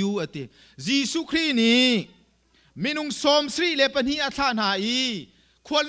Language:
Hakha Chin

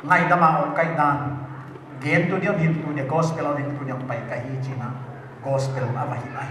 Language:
Paite Chin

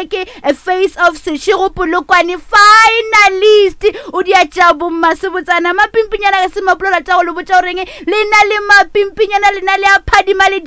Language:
Northern Sotho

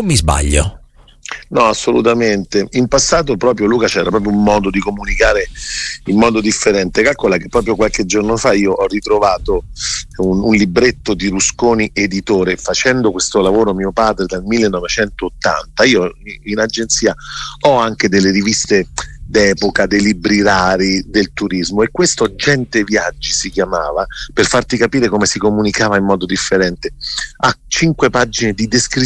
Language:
Italian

